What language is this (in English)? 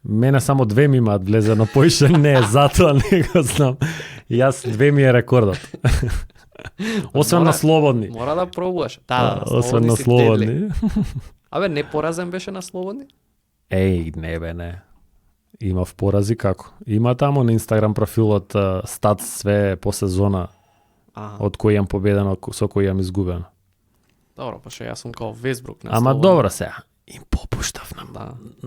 Macedonian